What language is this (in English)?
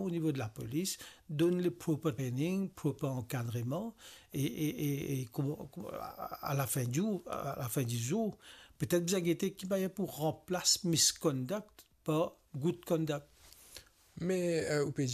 Morisyen